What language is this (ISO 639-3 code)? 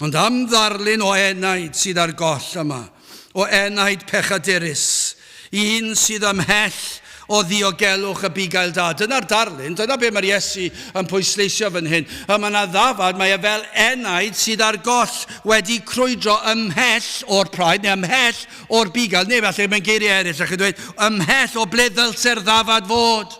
cym